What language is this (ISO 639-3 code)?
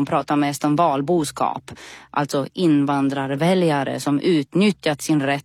swe